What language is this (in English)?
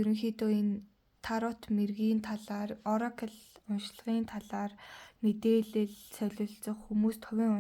Mongolian